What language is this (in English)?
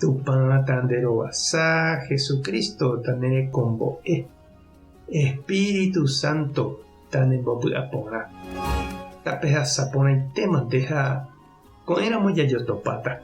Guarani